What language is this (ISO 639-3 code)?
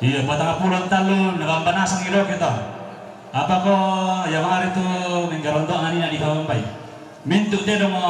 sda